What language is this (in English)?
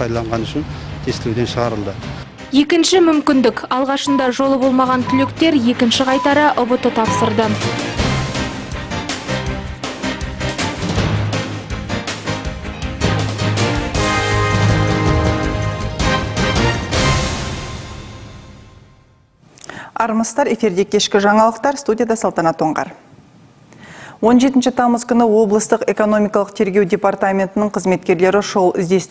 Kazakh